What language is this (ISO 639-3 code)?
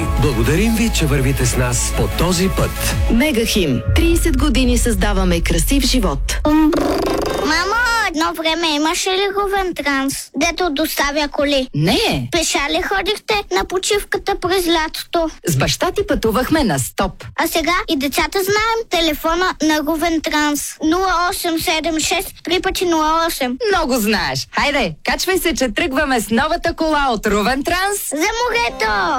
bul